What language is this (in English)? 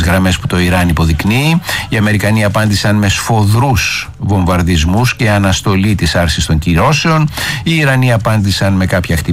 Greek